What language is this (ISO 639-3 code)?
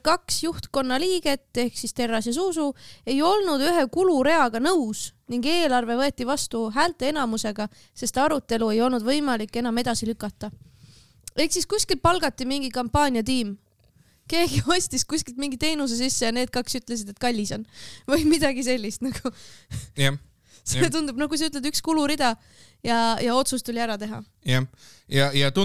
est